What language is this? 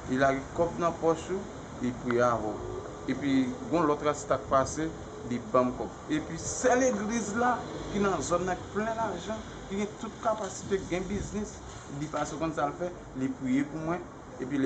Haitian Creole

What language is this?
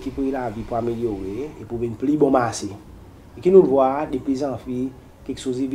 Seselwa Creole French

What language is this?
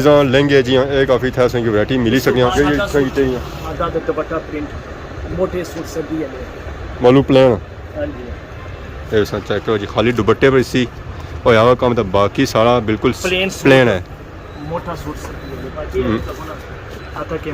Pahari-Potwari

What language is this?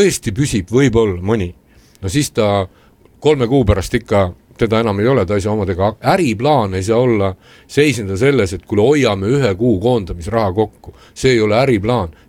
Estonian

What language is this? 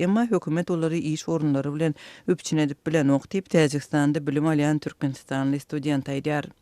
Turkmen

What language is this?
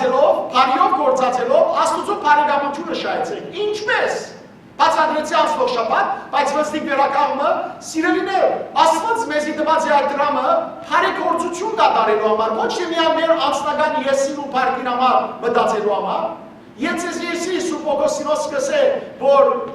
Western Armenian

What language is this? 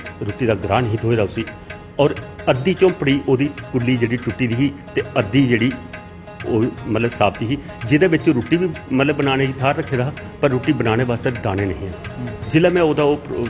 Dogri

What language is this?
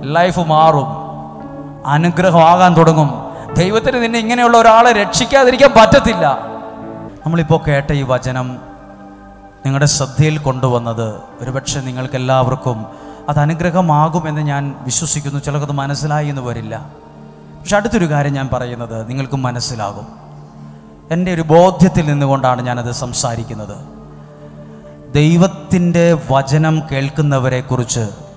Malayalam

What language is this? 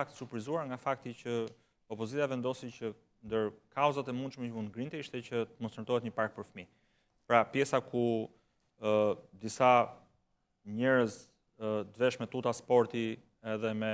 Albanian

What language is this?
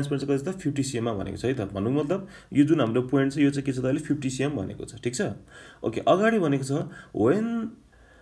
Nepali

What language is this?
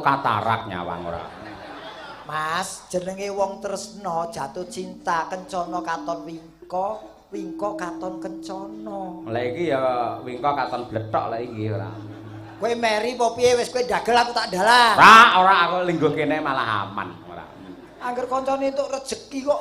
Javanese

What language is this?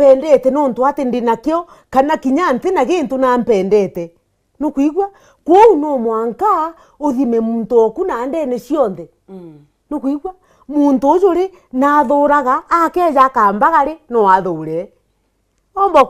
Meru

